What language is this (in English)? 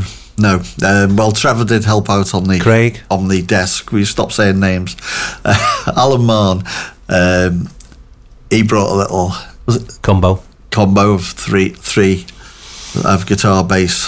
English